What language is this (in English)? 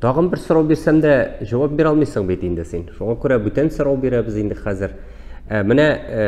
Tatar